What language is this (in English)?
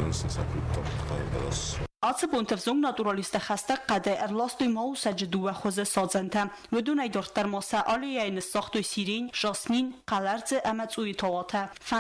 Ossetic